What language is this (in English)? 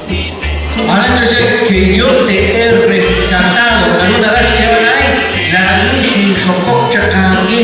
Kekchí